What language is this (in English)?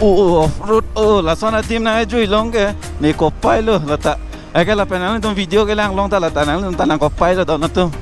Karbi